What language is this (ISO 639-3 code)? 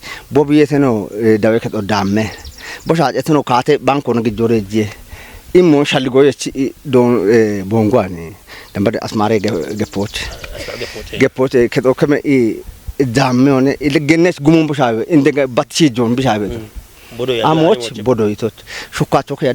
kbr